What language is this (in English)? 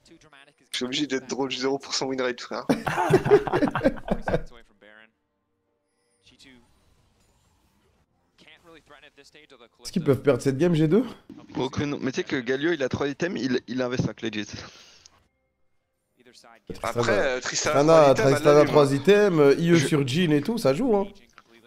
French